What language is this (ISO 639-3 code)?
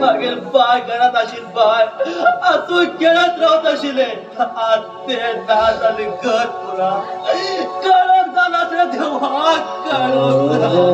kok